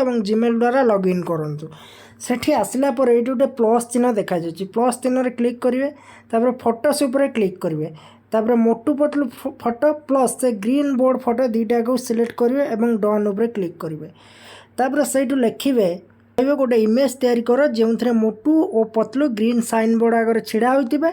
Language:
Odia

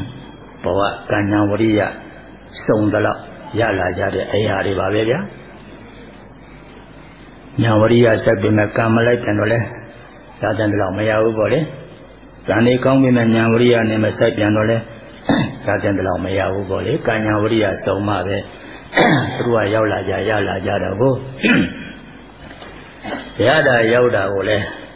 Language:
Burmese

